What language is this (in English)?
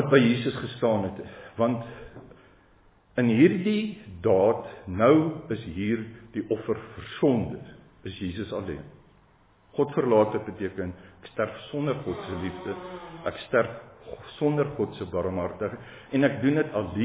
Afrikaans